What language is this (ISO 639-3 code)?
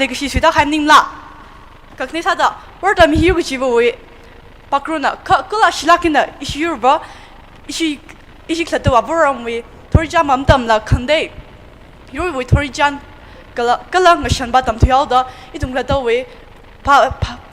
nmf